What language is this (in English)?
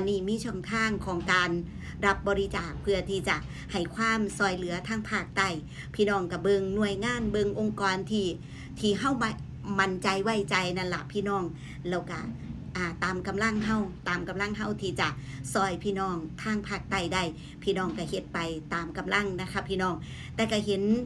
Northeastern Thai